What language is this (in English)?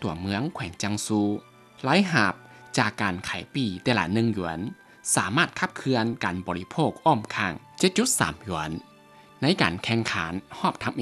Lao